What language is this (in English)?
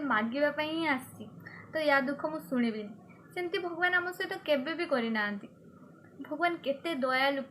Odia